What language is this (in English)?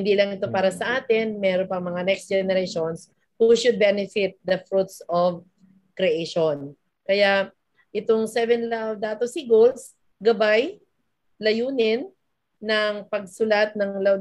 Filipino